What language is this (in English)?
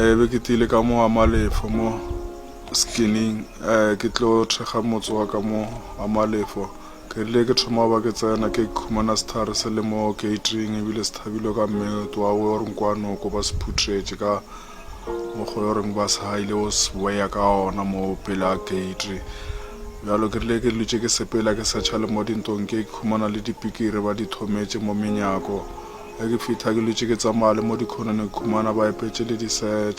Northern Sotho